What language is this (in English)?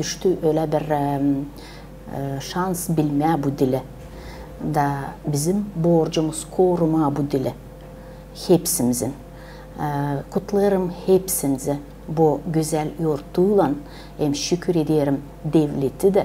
Gagauz